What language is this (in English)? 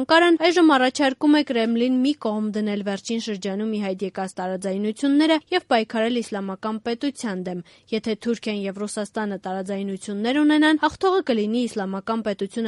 Armenian